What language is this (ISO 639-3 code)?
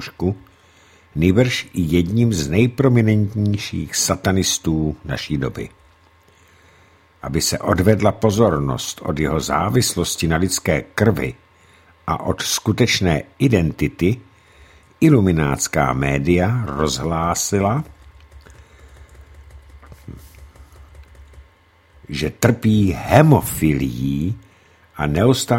ces